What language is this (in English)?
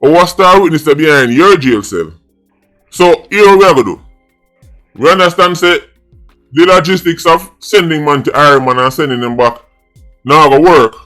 Jamaican Creole English